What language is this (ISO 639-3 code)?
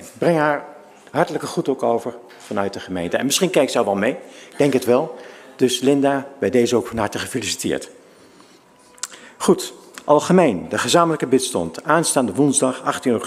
nld